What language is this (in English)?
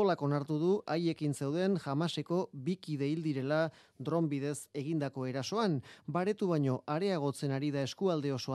Basque